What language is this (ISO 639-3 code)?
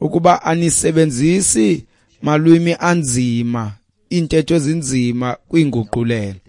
xho